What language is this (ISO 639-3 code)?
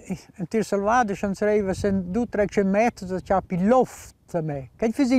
roh